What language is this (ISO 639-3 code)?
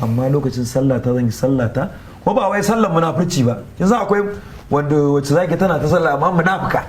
hau